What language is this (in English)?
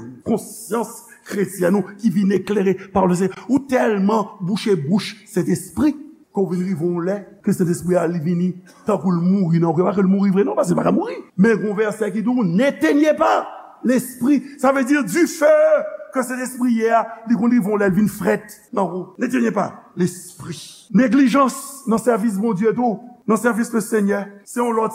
Haitian Creole